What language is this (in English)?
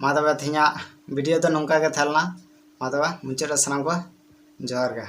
Santali